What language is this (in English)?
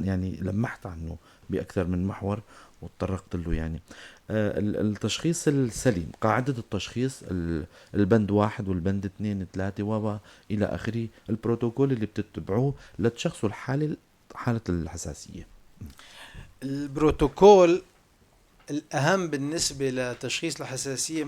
North Levantine Arabic